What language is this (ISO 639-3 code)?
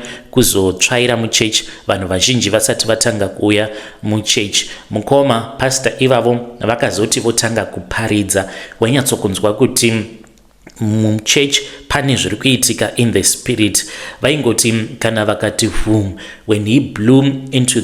sna